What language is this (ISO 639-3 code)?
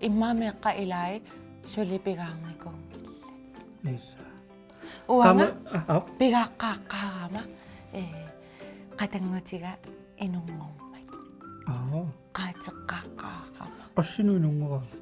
kal